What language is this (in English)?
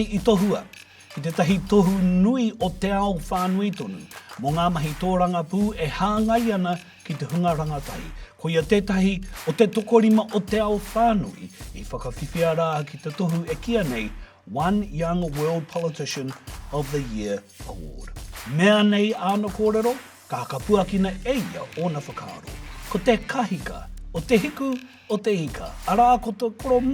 Māori